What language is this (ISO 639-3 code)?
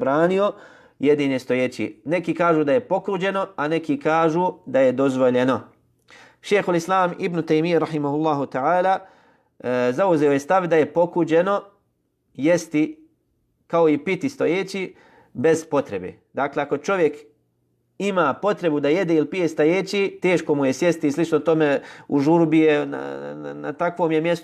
bos